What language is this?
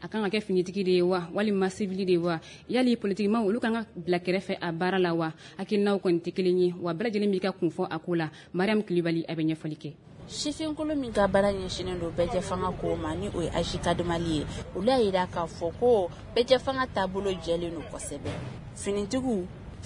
Bambara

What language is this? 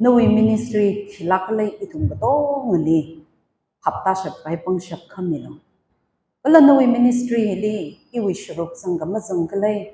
Tangkhul Naga (India)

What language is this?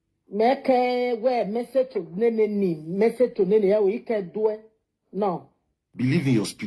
Nigerian Pidgin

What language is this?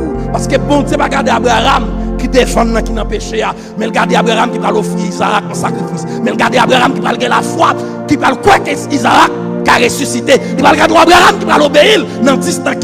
Haitian Creole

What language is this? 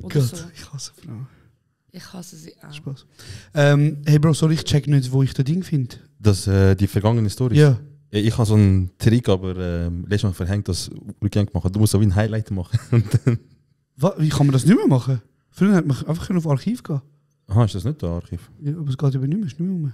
Swiss German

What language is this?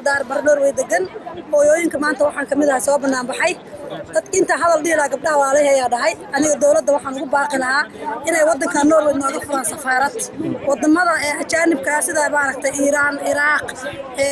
Somali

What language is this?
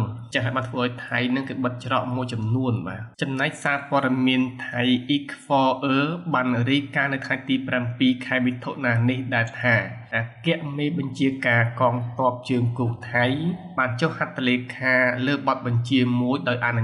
Khmer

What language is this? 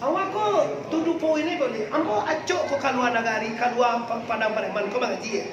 Minangkabau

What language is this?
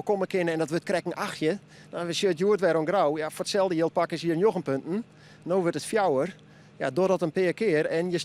Western Frisian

